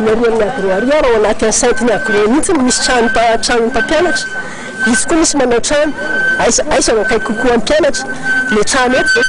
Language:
Malagasy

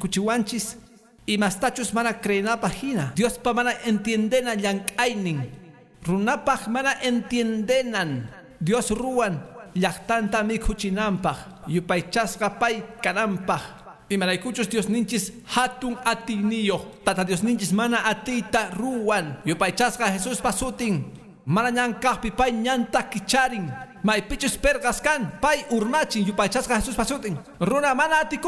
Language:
Quechua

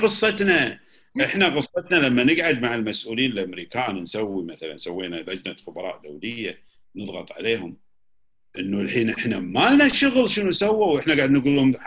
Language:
Gulf Arabic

